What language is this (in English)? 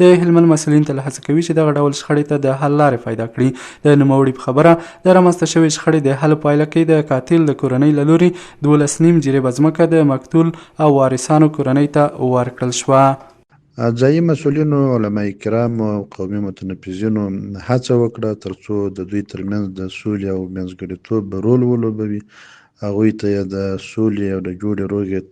Pashto